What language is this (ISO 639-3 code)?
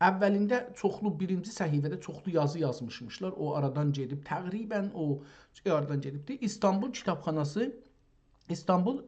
azb